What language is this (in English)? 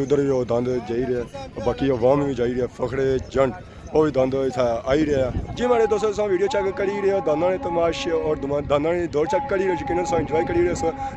Pahari-Potwari